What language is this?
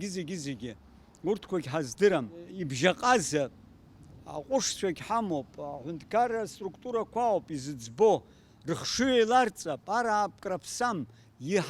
Abkhazian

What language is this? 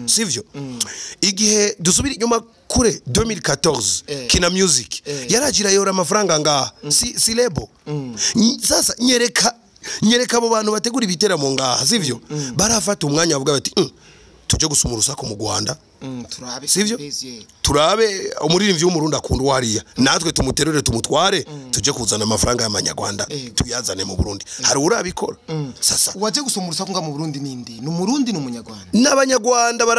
Rundi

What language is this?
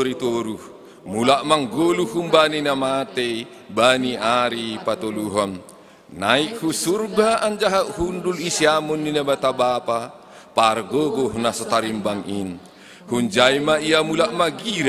Batak Simalungun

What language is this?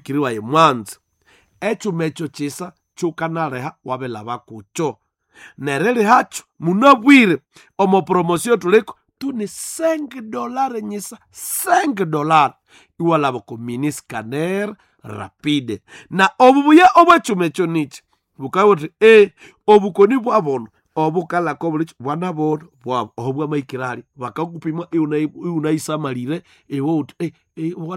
Nande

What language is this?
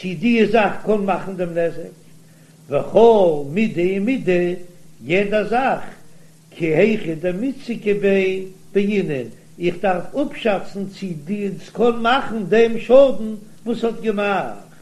Yiddish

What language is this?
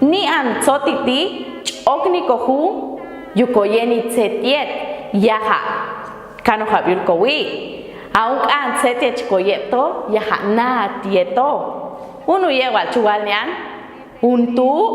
Popti'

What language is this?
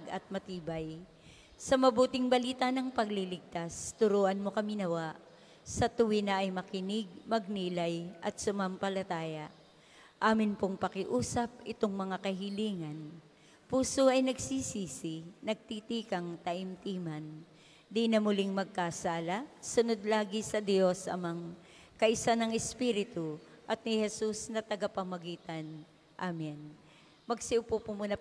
Filipino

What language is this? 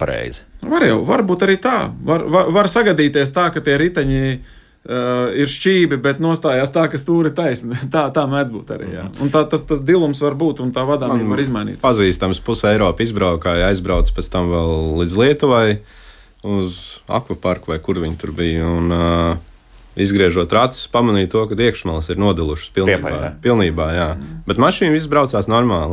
Latvian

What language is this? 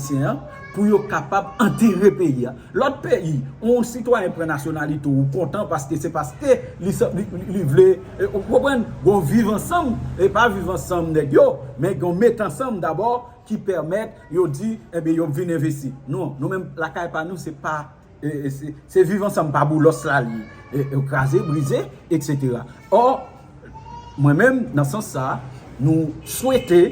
Haitian Creole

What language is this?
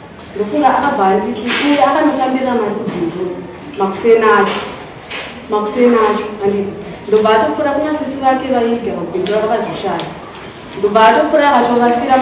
Shona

